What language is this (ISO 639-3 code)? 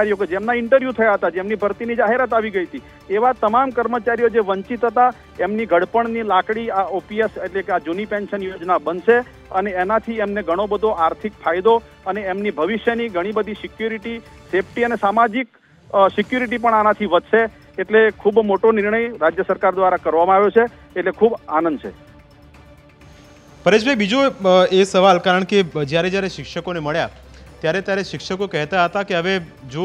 guj